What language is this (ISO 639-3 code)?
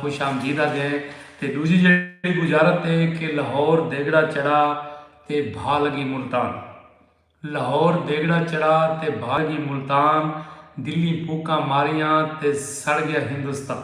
skr